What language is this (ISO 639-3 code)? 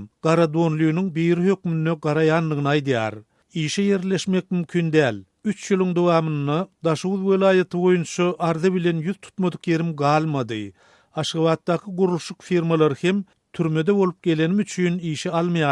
tuk